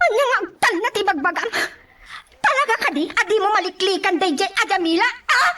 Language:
Iloko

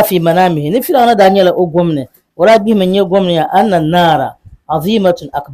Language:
Dagbani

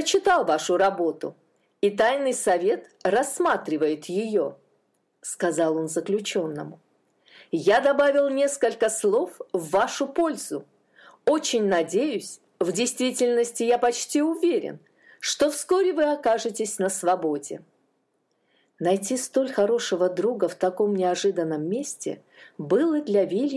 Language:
Russian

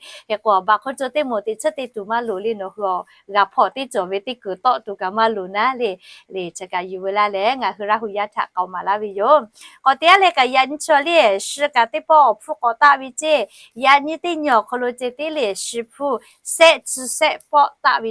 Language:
Lahu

